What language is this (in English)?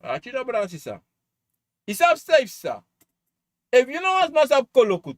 Sranan Tongo